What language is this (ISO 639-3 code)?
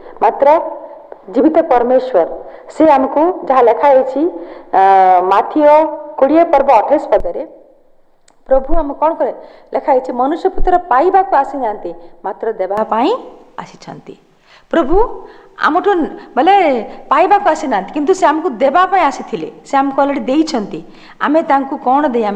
ori